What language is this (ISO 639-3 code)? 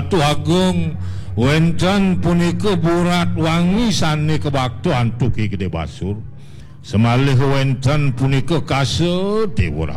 ban